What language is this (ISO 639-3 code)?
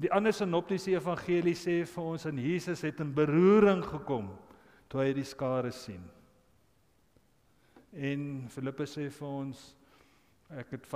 afr